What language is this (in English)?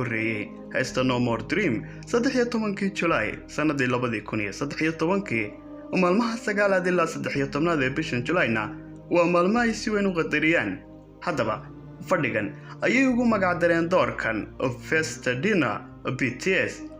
Somali